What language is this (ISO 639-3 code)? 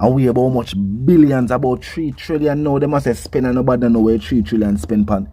jam